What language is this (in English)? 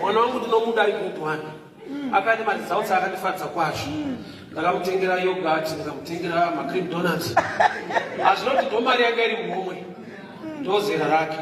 Shona